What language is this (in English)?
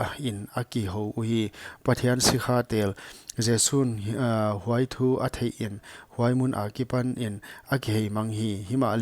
Paite Chin